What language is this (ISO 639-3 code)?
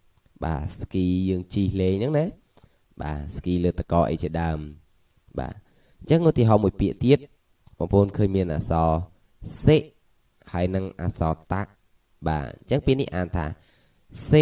khm